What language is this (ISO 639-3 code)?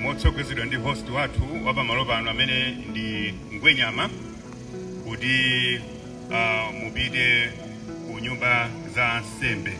nya